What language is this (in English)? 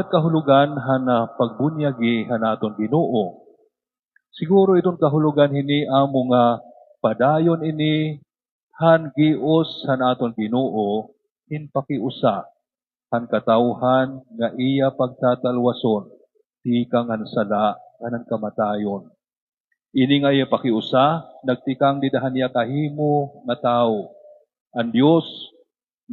Waray